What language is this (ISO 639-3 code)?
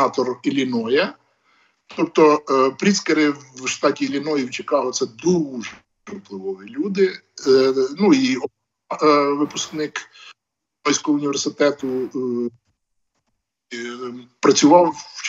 ukr